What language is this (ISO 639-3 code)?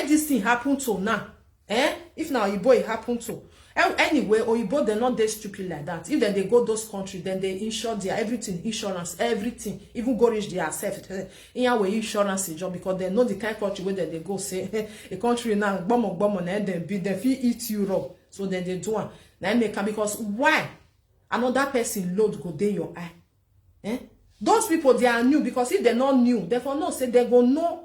pcm